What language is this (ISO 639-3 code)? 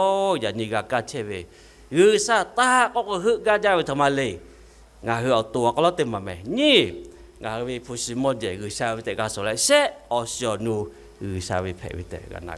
lhu